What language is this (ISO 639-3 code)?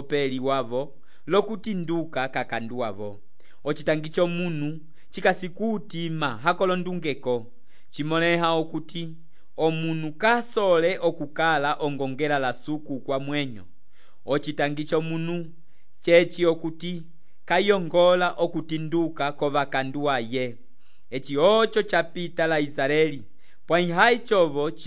umb